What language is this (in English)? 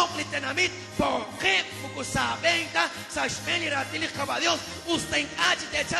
Kekchí